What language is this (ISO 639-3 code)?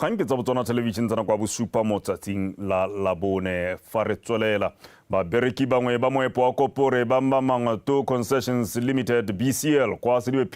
tsn